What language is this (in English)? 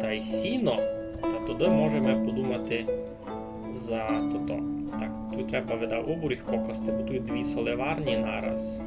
Rusyn